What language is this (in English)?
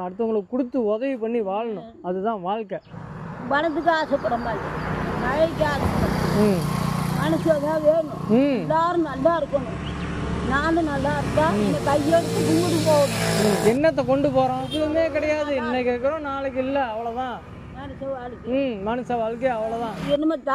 Tamil